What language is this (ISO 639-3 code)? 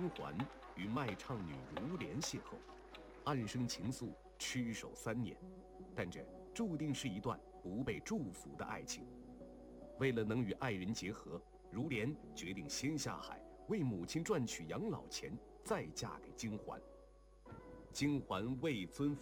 zho